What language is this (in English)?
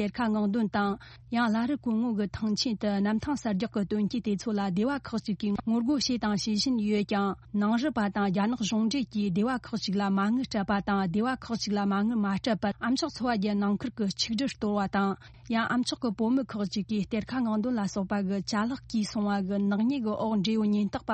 Tibetan